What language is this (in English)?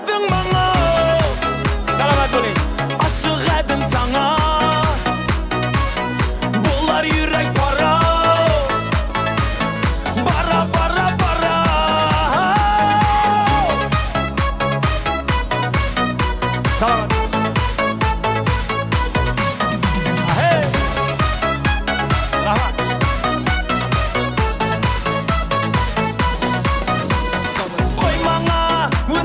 Kazakh